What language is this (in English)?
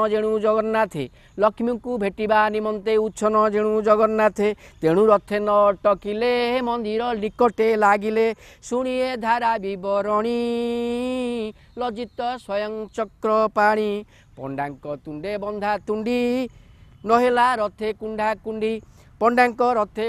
Odia